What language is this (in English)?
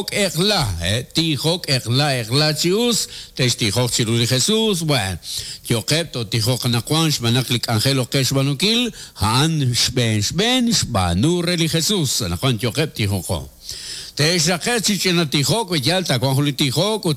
Kekchí